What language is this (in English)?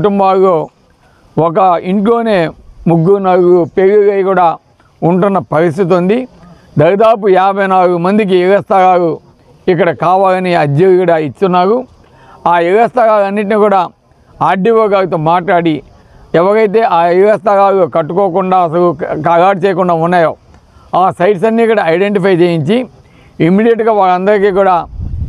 Telugu